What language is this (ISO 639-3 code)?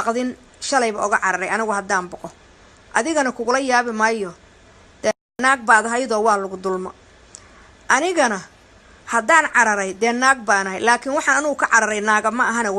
som